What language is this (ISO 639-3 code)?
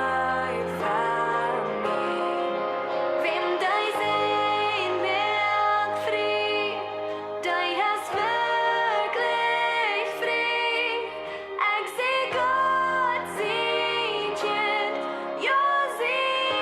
pdt